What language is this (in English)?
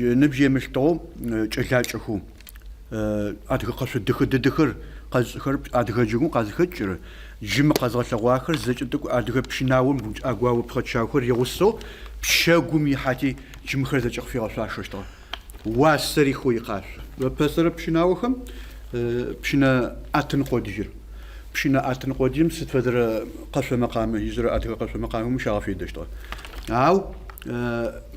Adyghe